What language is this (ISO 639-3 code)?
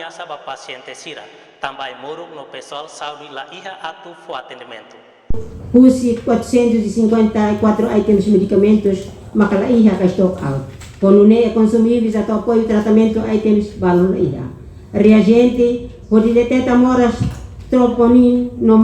tet